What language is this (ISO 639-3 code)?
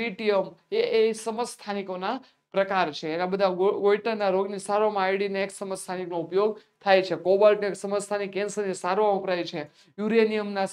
guj